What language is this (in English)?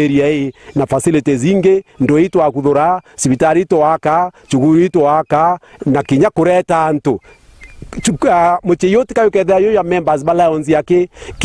Meru